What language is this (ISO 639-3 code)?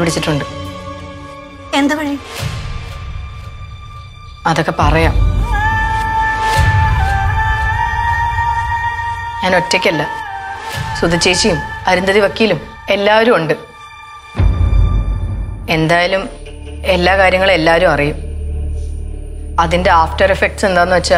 mal